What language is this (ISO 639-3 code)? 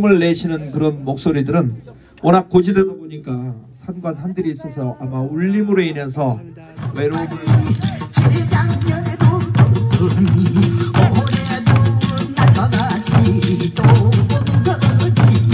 kor